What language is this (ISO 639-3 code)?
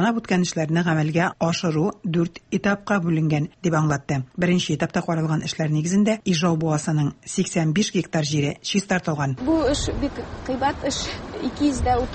tat